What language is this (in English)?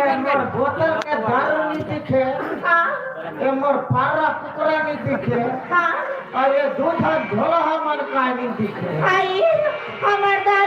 Chhattisgarhi